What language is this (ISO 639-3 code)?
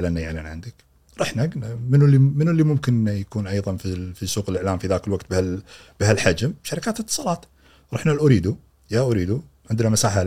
afb